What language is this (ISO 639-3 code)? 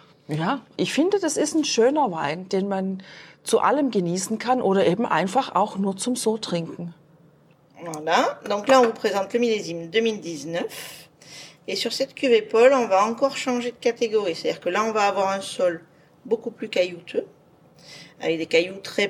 deu